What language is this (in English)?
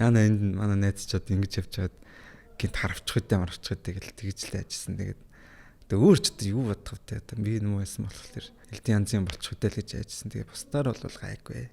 Mongolian